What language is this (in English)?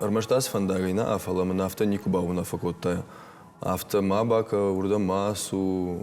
Ossetic